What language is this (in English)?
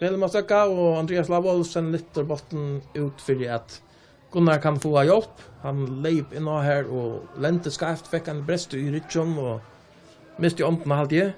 Faroese